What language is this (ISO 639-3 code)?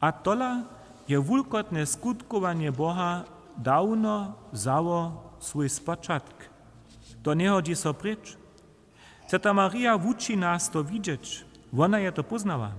hsb